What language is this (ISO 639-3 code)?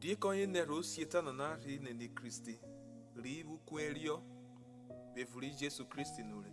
urh